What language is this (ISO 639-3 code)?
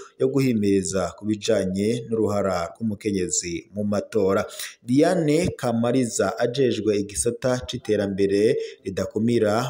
run